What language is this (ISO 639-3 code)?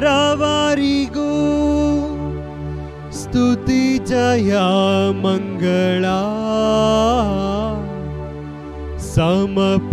kan